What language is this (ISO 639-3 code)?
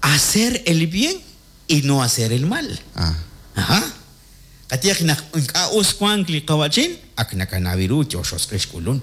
kek